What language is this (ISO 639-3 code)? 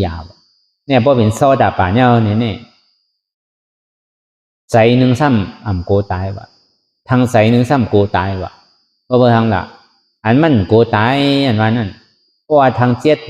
shn